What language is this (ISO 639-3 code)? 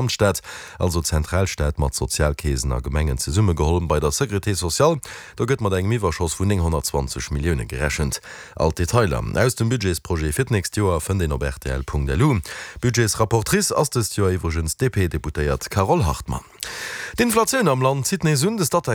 ltz